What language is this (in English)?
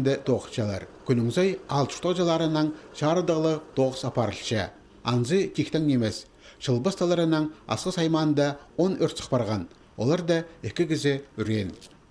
Khakas